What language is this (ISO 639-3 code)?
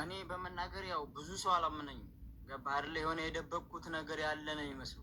amh